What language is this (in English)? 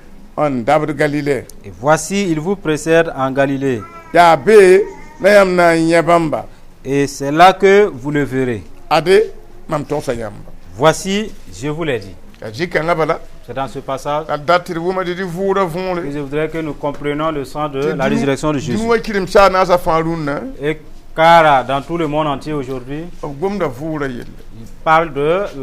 Mossi